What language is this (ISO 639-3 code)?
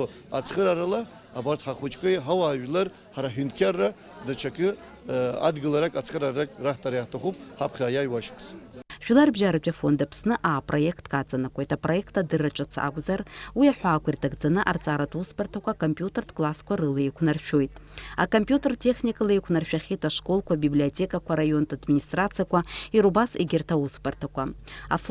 abk